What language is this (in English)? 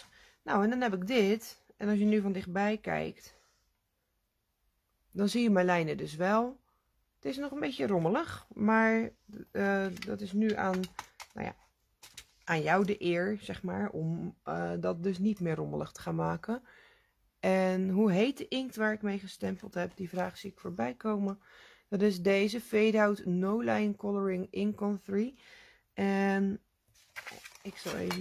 Dutch